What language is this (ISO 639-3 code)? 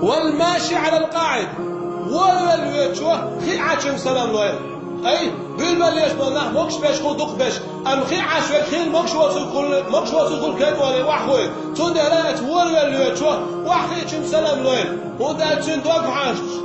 che